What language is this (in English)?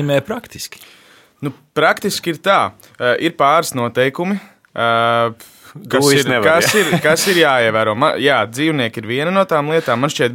Latvian